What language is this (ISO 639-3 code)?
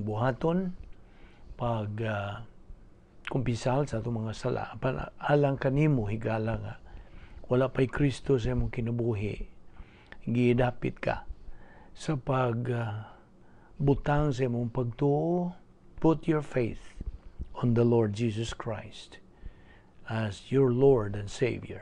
ceb